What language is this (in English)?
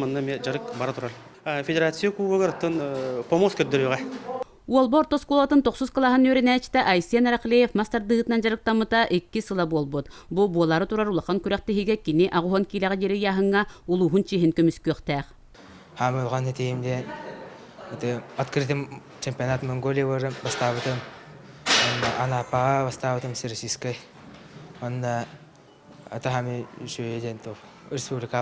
Yakut